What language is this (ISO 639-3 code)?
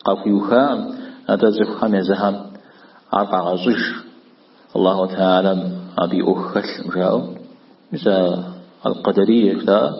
kbd